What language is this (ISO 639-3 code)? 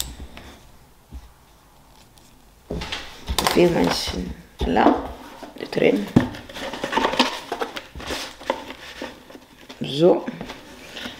nld